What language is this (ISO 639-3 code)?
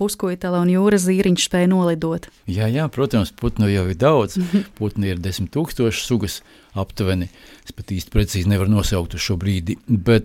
lav